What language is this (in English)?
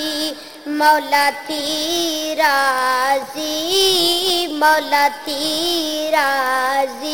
Saraiki